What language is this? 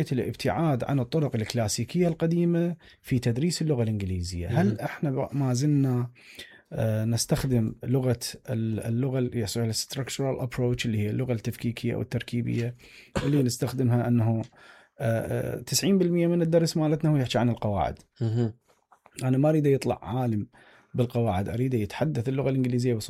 Mesopotamian Arabic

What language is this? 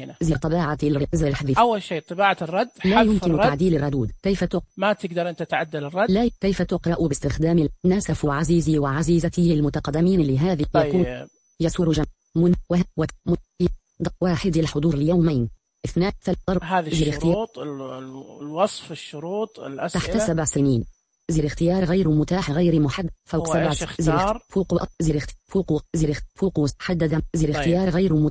Najdi Arabic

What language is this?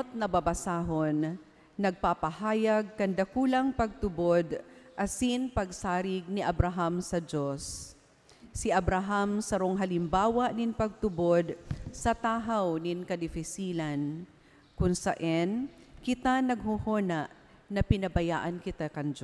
Bikol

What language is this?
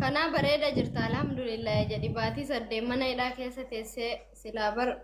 Oromo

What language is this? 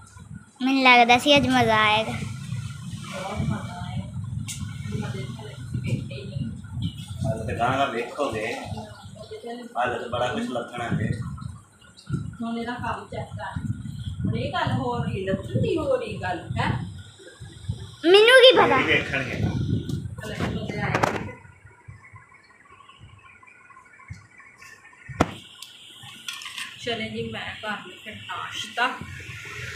Punjabi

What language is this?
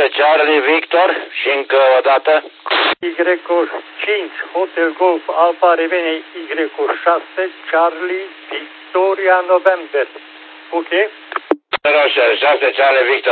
Romanian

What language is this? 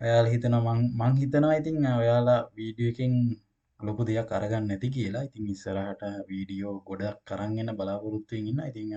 Sinhala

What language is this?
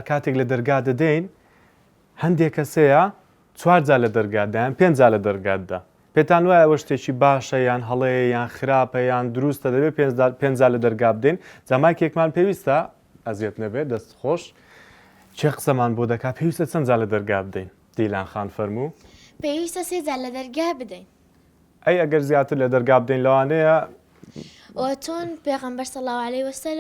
Central Kurdish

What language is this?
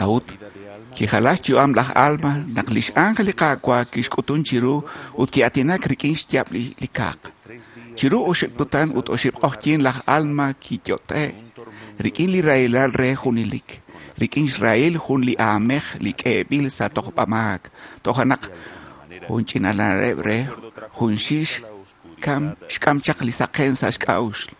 Kekchí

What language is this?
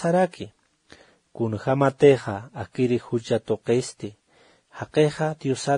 Aymara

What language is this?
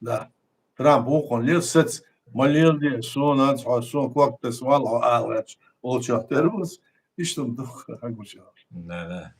Chechen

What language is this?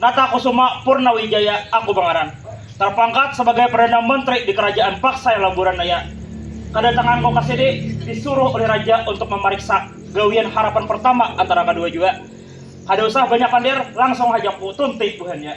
Banjar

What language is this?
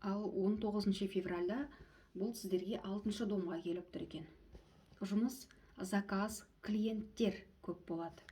Kazakh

